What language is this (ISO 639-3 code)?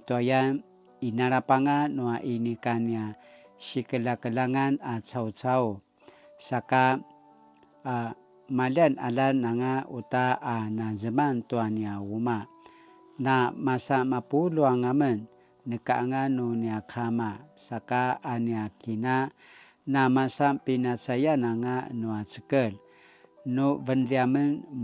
pwn